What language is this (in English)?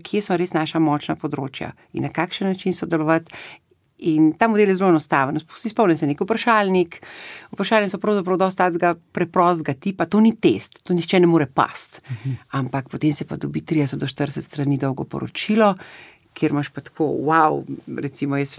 Slovenian